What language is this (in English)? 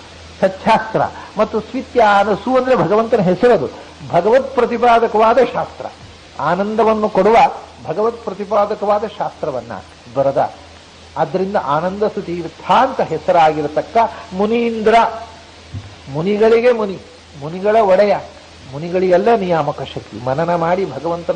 Kannada